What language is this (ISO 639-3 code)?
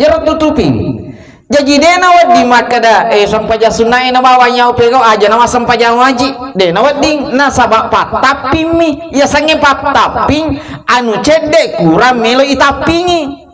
bug